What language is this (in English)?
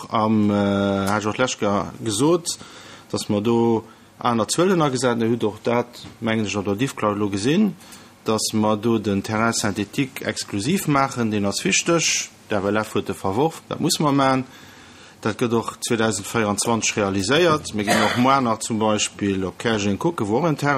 Luxembourgish